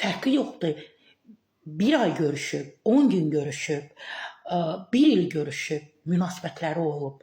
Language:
Azerbaijani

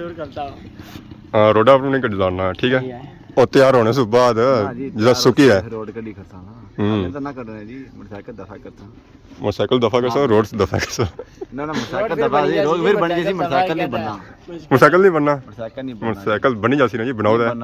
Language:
Pahari-Potwari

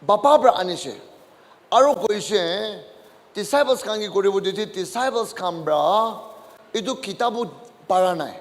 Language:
Naga Pidgin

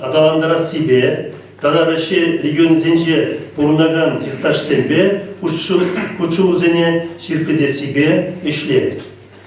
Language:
Chuvash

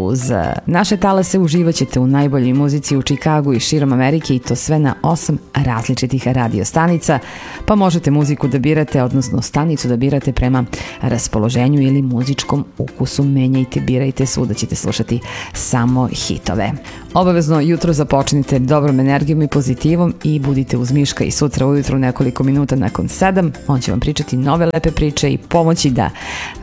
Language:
Serbian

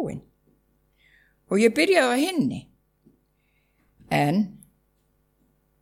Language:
Icelandic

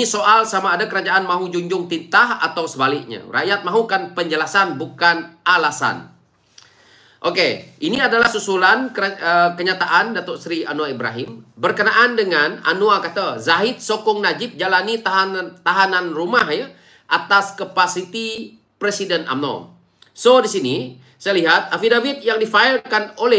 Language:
Malay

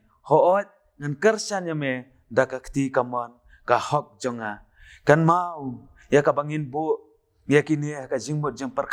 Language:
Khasi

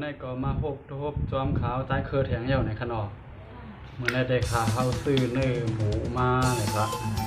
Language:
Shan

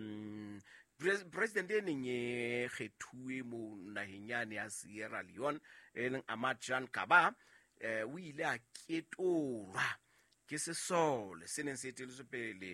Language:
Southern Sotho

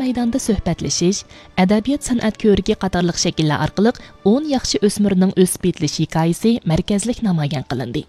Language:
Uyghur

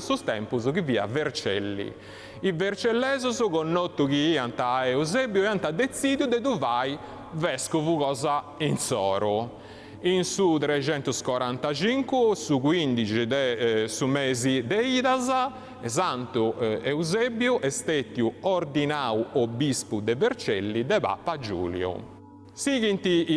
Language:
Sardinian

